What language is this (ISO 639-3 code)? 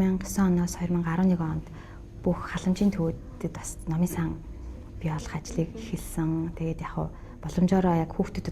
mon